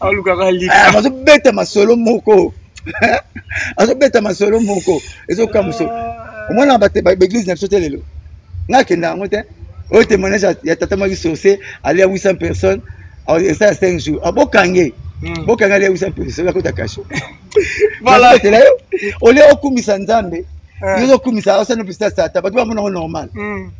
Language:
Lingala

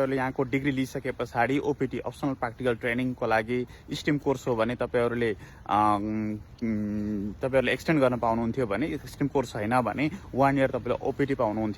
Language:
Nepali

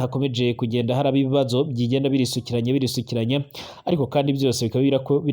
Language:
Rundi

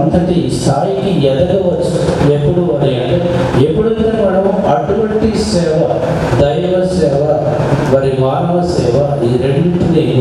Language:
Telugu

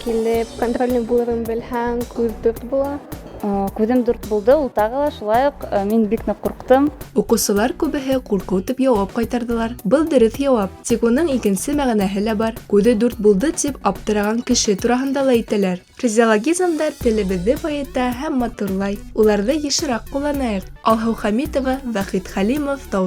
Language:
Bashkir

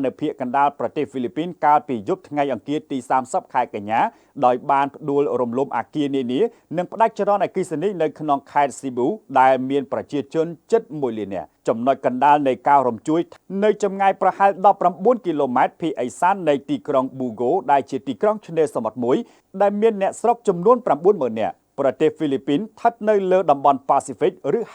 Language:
Khmer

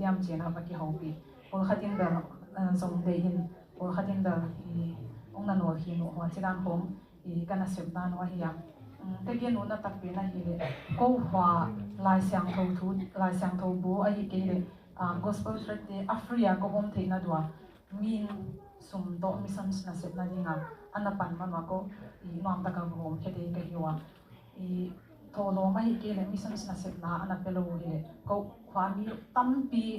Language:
Tedim Chin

